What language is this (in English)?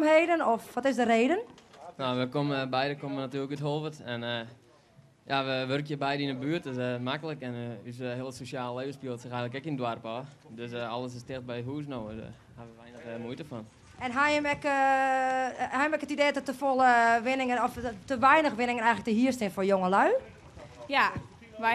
Western Frisian